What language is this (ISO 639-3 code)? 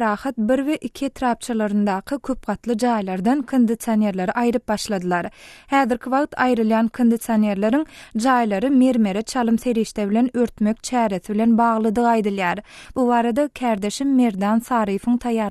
tuk